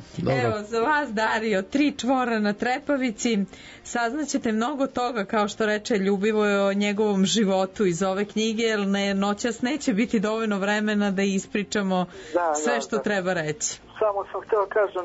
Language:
Serbian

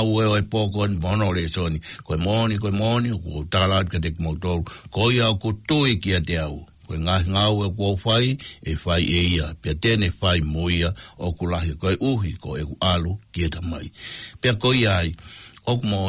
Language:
Tongan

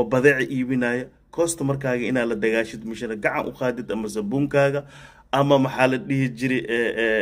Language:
Somali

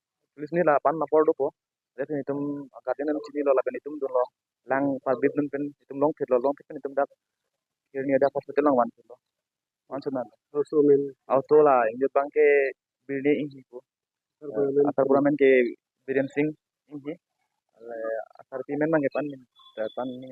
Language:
Karbi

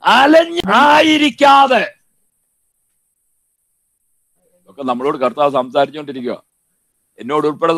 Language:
Malayalam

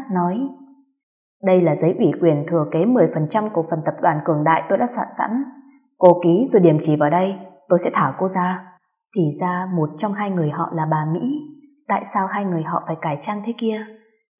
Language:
Vietnamese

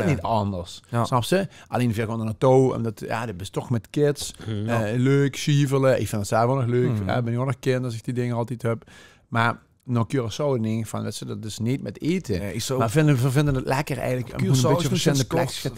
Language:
Limburgish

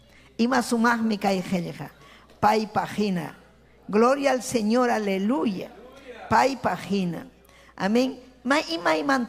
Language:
Ayacucho Quechua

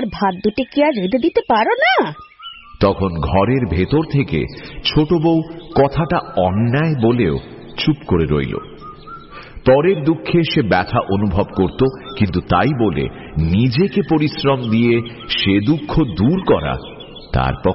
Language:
Bangla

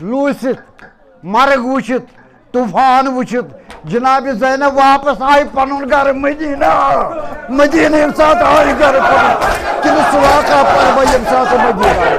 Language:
Kashmiri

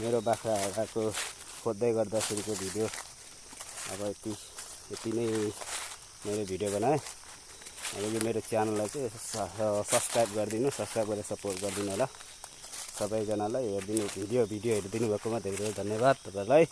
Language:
Nepali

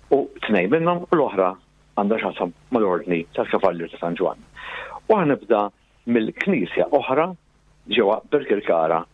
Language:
Maltese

